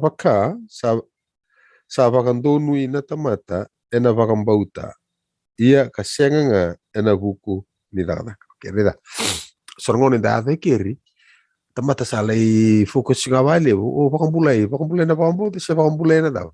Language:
Fijian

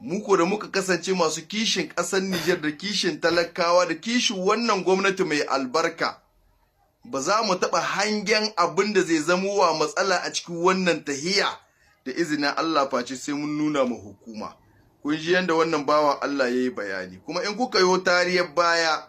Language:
Hausa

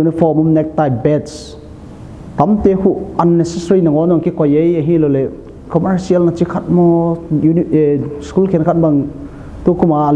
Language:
Paite Chin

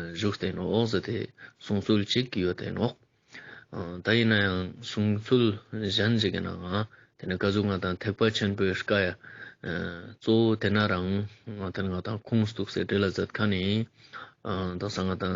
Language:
Ladakhi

